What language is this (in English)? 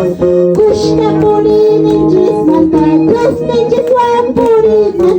Quechua